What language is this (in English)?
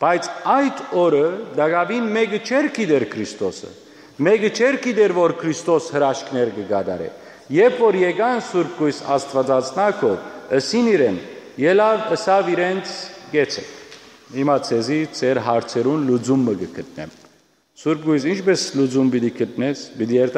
Western Armenian